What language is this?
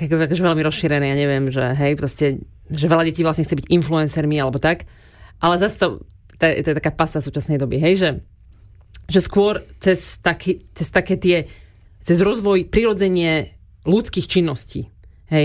Slovak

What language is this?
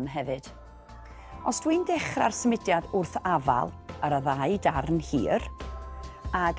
Welsh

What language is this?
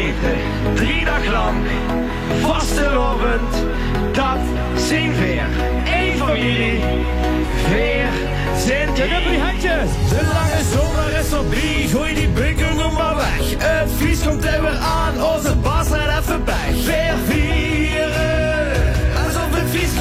Limburgish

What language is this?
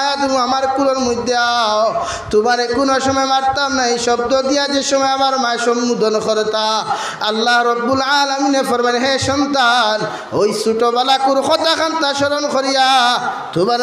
Sylheti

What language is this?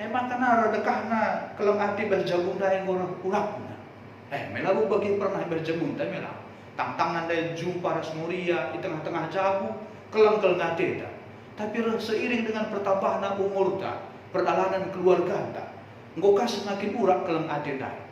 Batak Karo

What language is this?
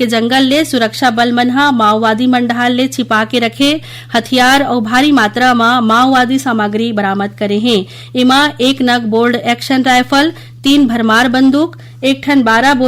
Chhattisgarhi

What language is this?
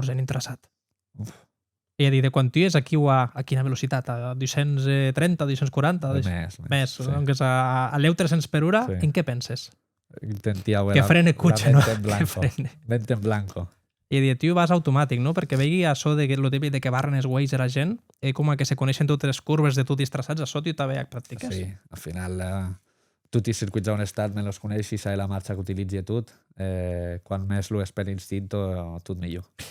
Occitan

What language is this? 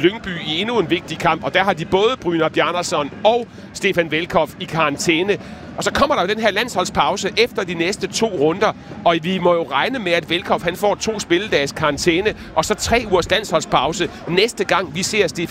Danish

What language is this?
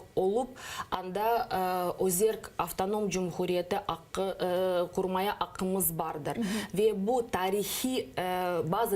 Crimean Tatar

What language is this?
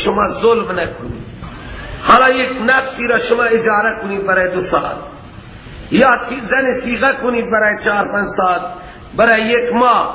Persian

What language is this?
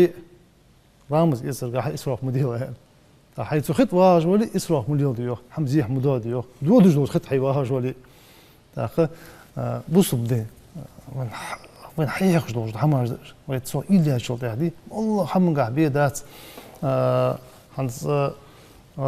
Ingush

